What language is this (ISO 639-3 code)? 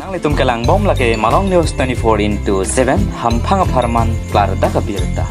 mjw